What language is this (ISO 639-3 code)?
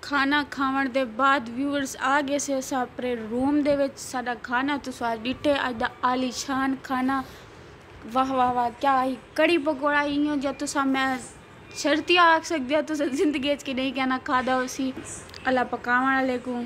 skr